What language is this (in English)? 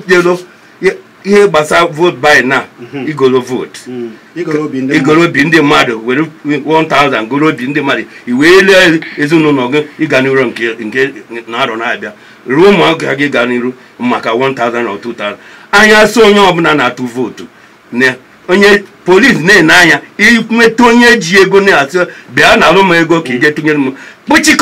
Igbo